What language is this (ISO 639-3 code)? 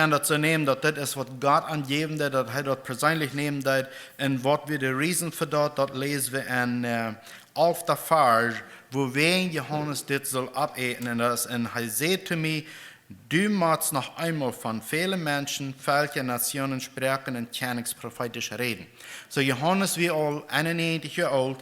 pdt